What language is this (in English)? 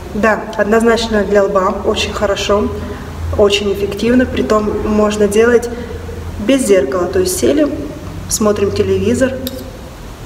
Russian